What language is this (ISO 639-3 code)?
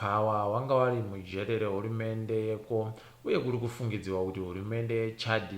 ndc